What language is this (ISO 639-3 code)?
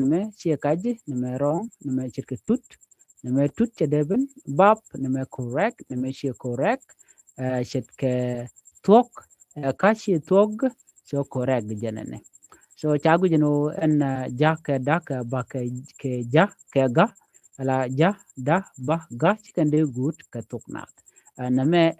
nus